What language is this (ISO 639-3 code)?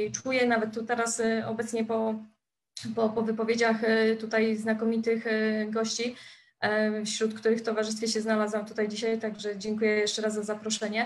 pol